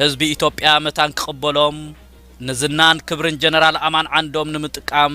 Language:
Tigrinya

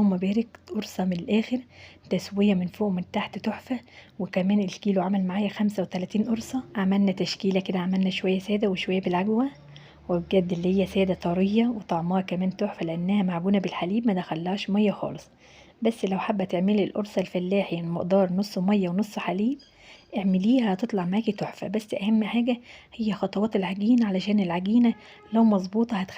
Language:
Egyptian Arabic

